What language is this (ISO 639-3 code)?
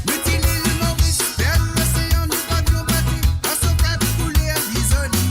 mfe